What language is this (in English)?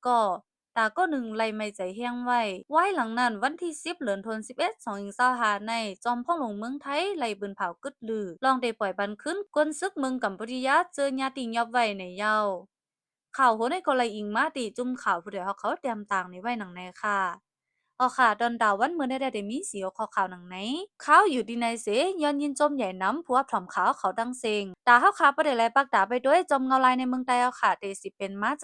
Shan